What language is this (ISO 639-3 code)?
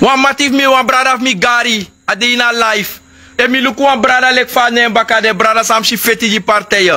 srn